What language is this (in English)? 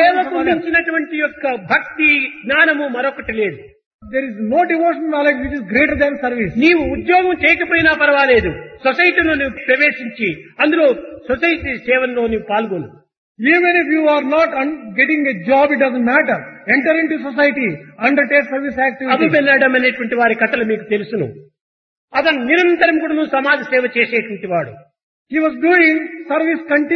Telugu